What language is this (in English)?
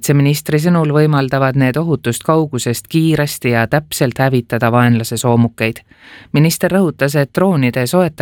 Estonian